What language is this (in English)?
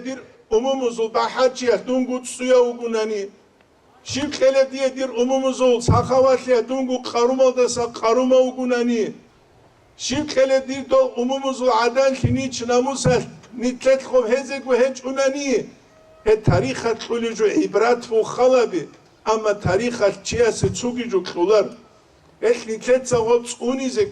Avaric